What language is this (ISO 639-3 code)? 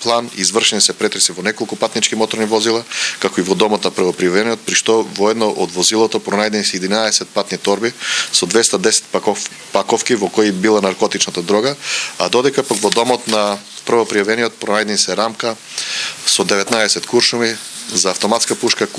mkd